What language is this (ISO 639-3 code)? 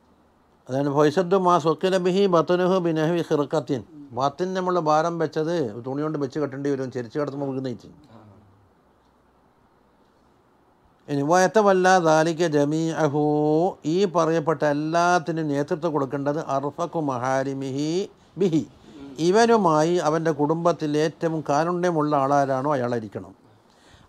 mal